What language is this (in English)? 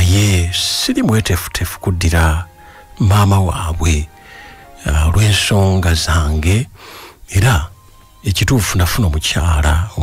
Ganda